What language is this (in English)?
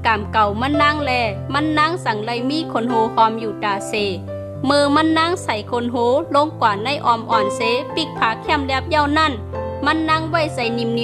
Shan